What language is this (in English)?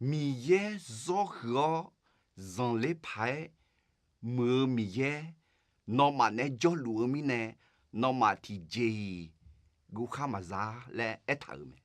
Akha